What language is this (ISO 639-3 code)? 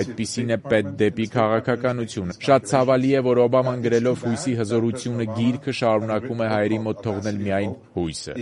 hye